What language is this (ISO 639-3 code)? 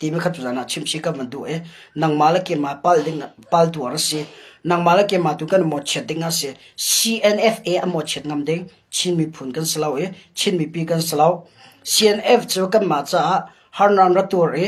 cnh